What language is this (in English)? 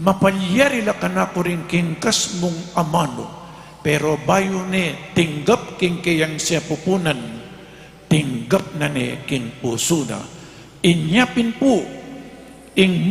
Pampanga